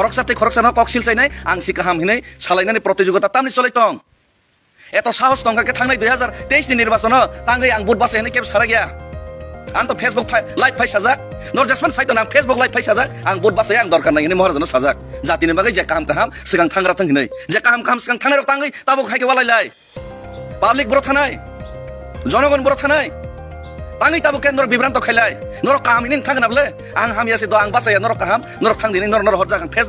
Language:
Kok Borok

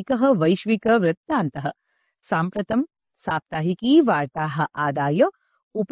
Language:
Sanskrit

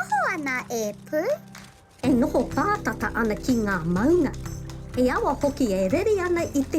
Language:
Māori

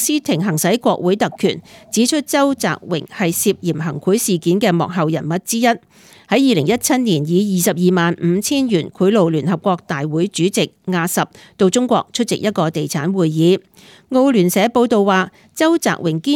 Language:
Cantonese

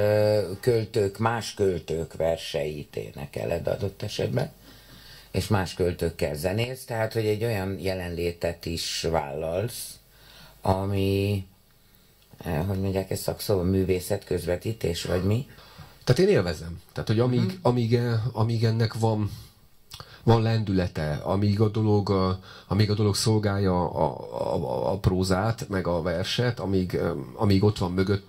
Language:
Hungarian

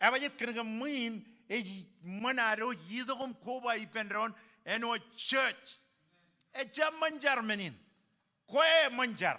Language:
Marshallese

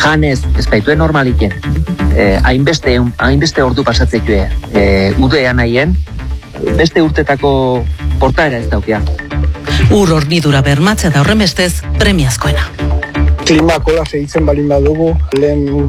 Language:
Basque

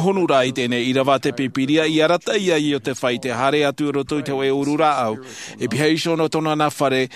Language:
Tahitian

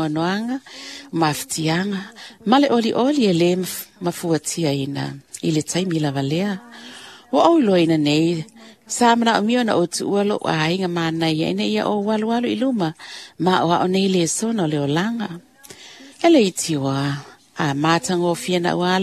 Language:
Samoan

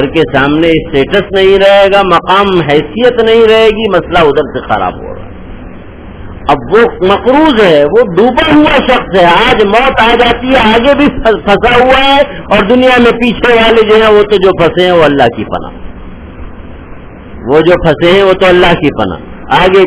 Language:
Urdu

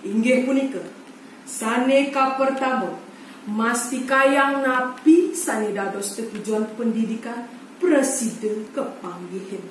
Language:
Balinese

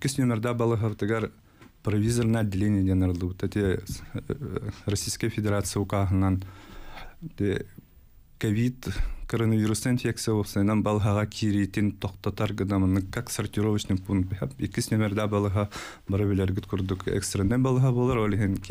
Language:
Yakut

